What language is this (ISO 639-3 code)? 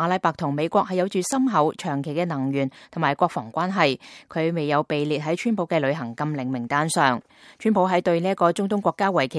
yue